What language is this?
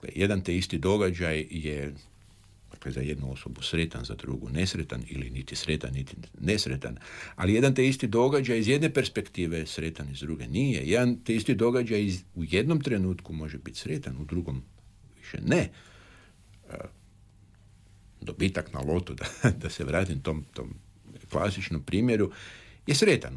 Croatian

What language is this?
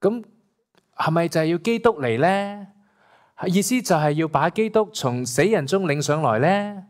Cantonese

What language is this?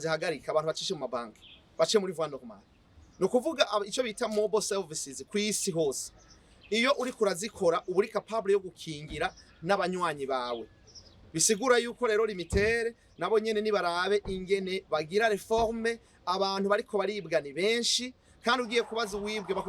Rundi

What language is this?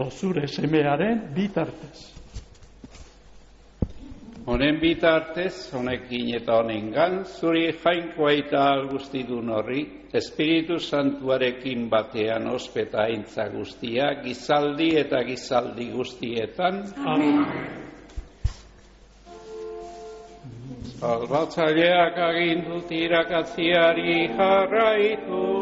Basque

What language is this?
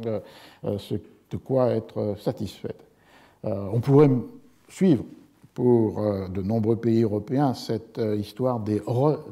French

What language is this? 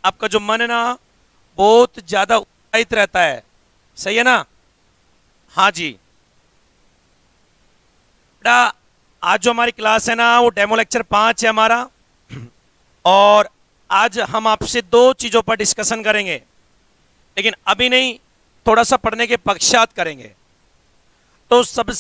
Hindi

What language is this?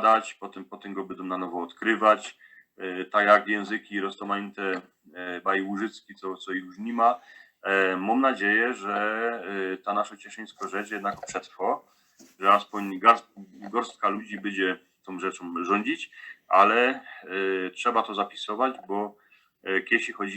Silesian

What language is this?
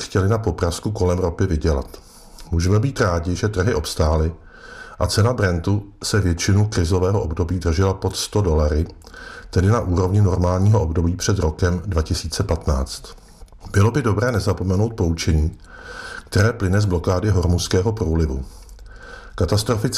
Czech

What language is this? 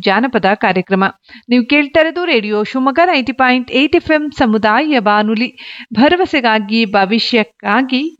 Kannada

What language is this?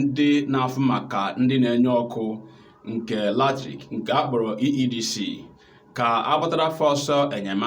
Igbo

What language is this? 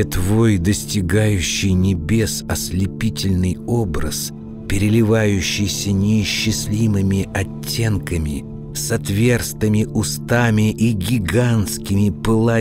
Russian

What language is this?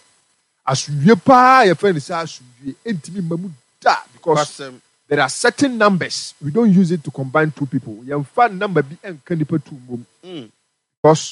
Akan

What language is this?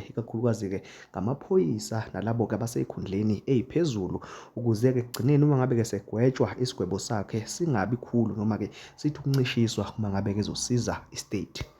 Zulu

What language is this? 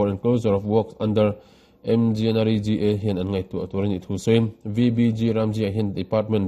Mizo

